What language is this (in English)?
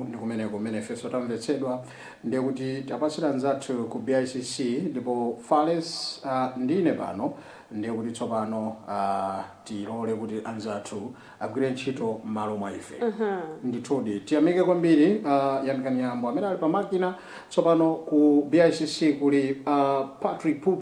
Nyanja